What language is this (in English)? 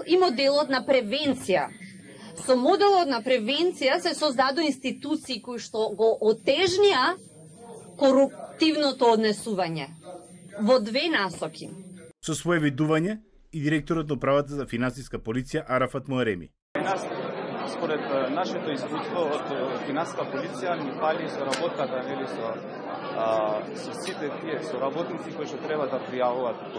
Macedonian